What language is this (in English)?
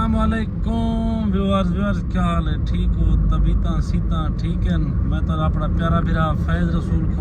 Saraiki